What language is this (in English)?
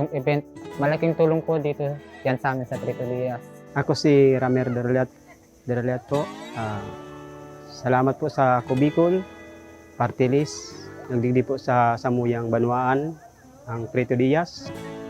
Bikol